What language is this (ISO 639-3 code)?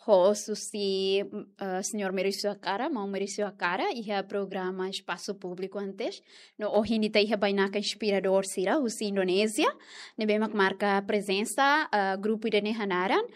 tet